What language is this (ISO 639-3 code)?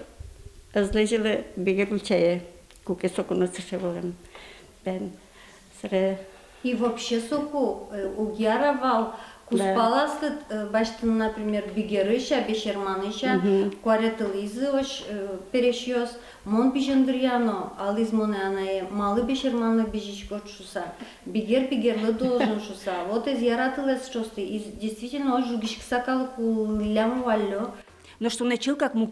udm